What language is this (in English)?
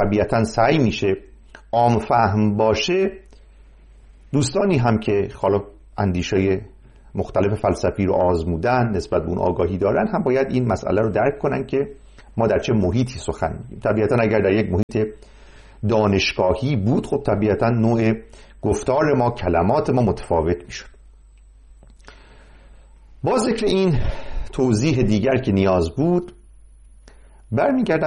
Persian